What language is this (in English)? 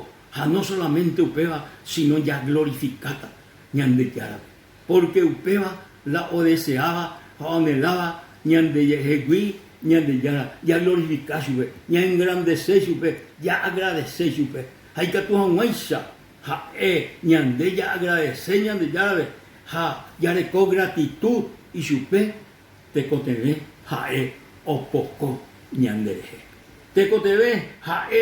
Guarani